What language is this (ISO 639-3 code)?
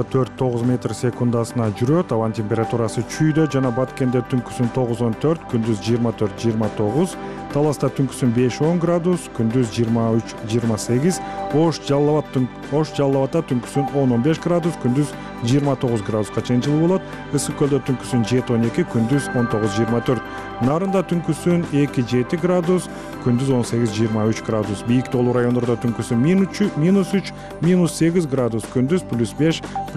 kir